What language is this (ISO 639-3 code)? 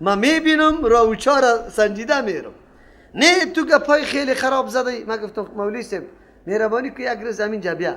fas